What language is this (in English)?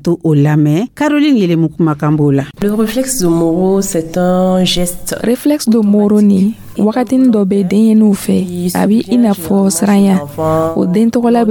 Dyula